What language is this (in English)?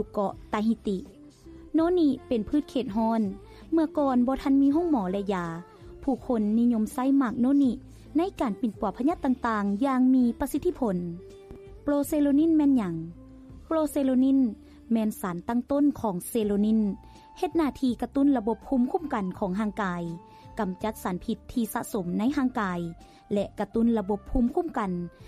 Lao